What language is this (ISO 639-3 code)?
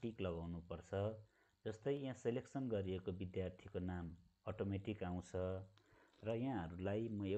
nep